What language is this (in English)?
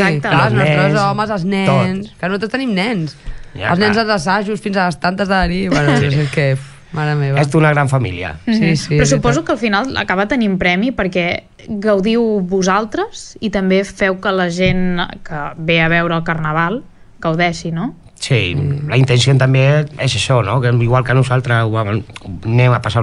Catalan